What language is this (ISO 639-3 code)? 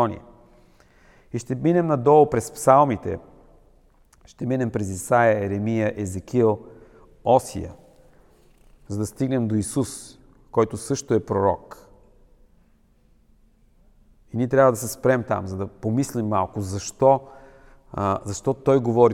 bul